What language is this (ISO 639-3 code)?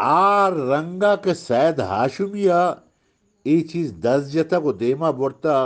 bgp